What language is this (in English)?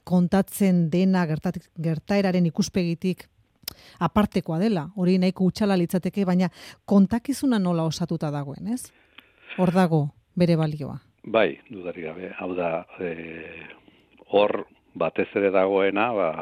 Basque